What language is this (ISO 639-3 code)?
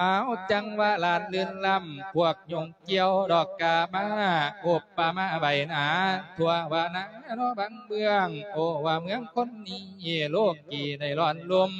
lao